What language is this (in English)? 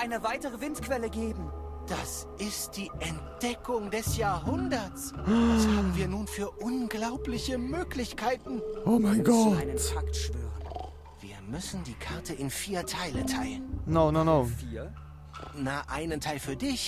Swiss German